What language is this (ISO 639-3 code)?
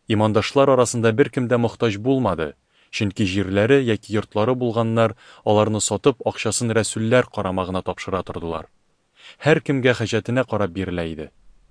tat